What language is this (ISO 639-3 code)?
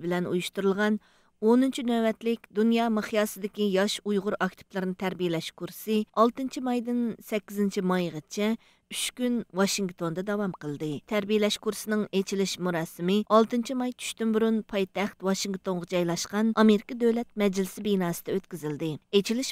uig